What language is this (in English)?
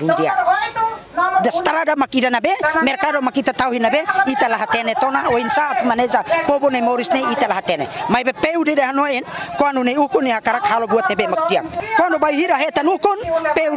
Tetum